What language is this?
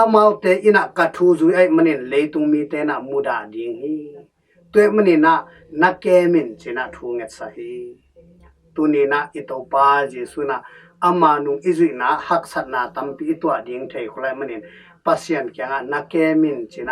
Tedim Chin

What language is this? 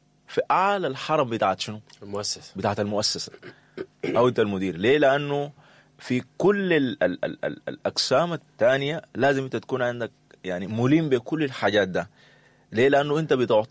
Sudanese Arabic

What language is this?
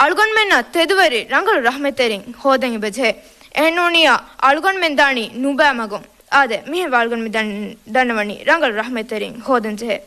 Divehi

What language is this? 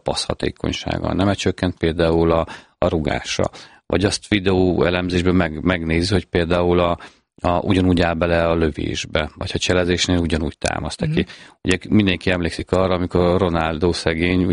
Hungarian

